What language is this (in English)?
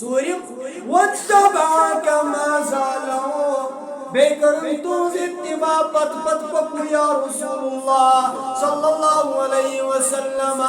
Kashmiri